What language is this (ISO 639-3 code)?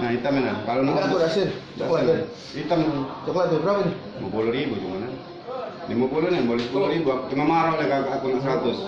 mui